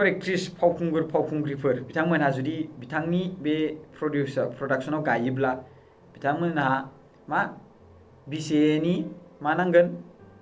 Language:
Bodo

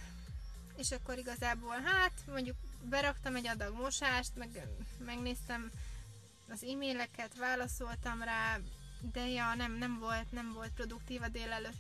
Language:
Hungarian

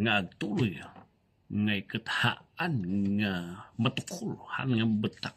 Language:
Iloko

